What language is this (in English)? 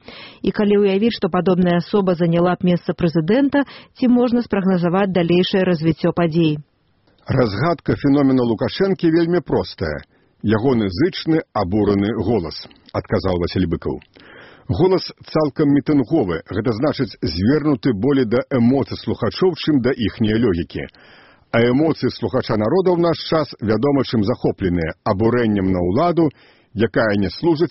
Belarusian